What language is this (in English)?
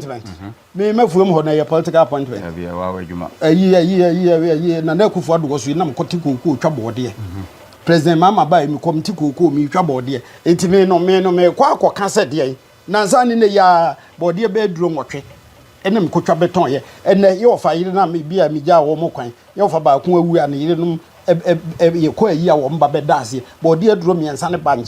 Akan